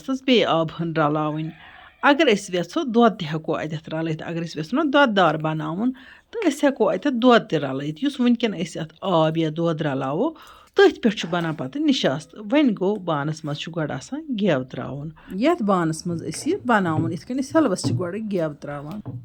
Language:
Kashmiri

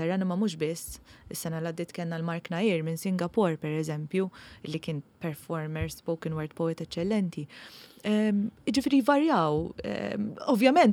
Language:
Maltese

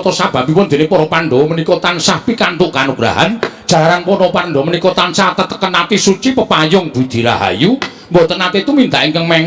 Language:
Javanese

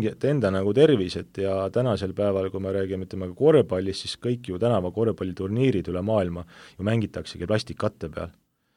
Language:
Estonian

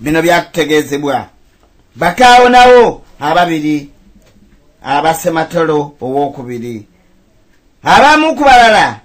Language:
Ganda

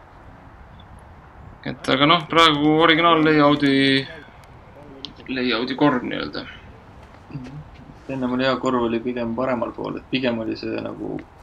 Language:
Estonian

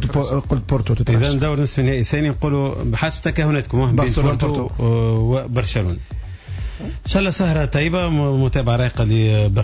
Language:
Tunisian Arabic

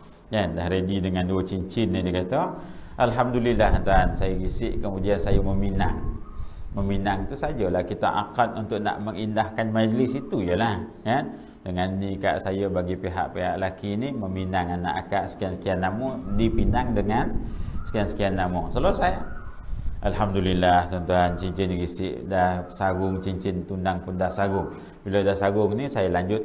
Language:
Malay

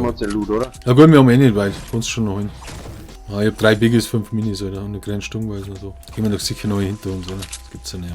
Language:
Bavarian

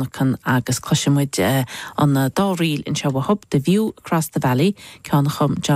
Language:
Irish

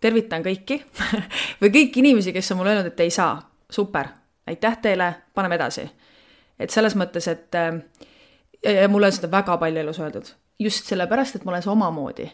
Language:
Estonian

